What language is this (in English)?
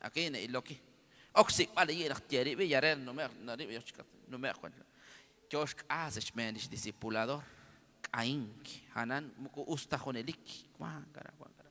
Kekchí